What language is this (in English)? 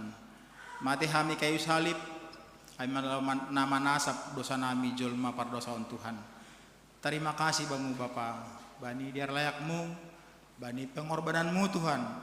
Batak Simalungun